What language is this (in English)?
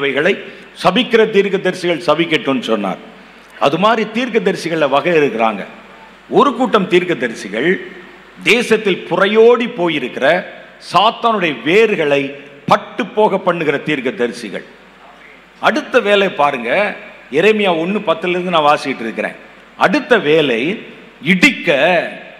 Tamil